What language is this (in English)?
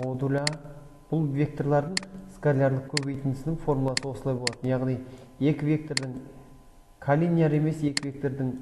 Kazakh